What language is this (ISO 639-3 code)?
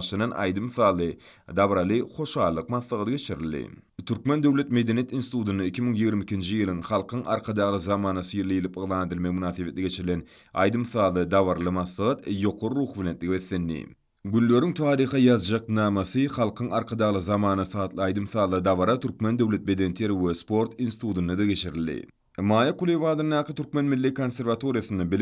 tuk